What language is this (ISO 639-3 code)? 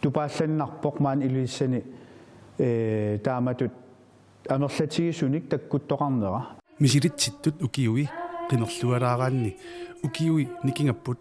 kal